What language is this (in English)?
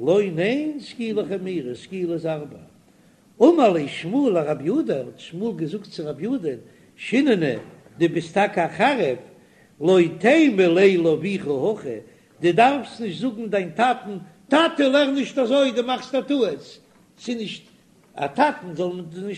Yiddish